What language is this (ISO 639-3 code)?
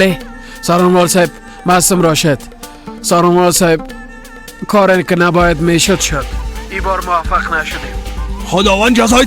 fas